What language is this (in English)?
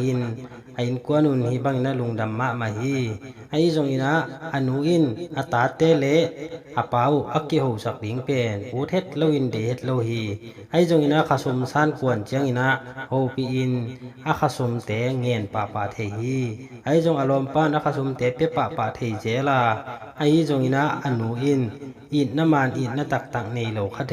Tedim Chin